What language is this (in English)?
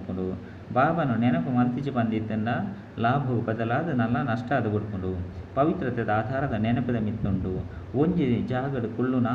Tulu